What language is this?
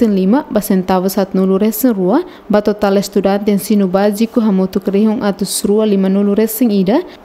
Tetum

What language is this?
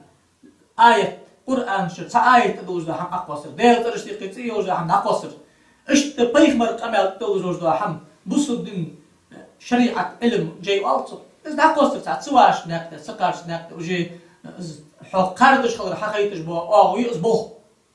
Ingush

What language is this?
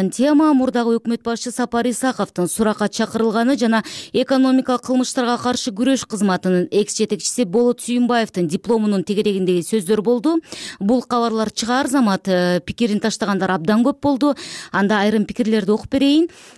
Kyrgyz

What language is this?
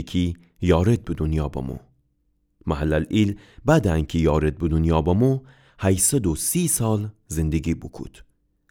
Gilaki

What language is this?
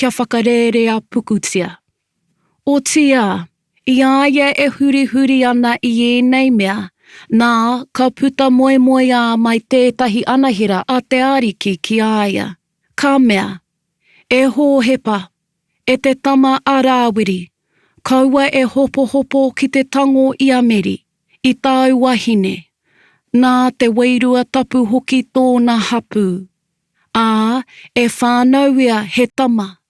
Māori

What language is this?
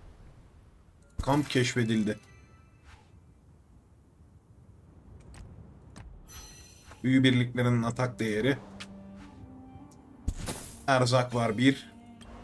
Turkish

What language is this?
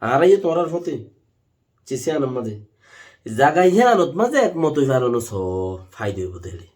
Rohingya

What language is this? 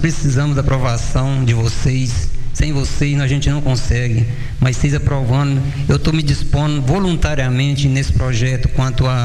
Portuguese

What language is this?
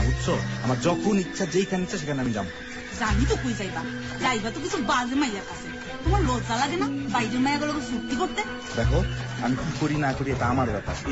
Bangla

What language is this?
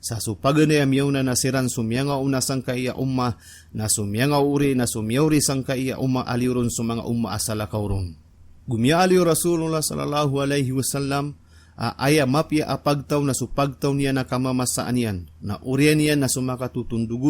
Maranao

